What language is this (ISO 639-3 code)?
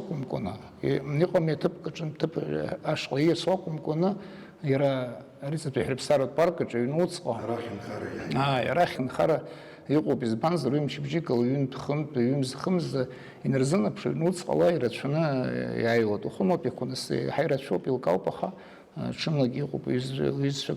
abk